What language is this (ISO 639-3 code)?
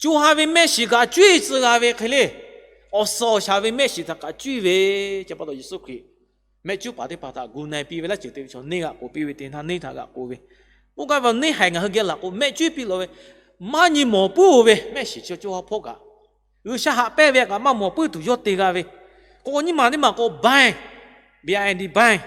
lhu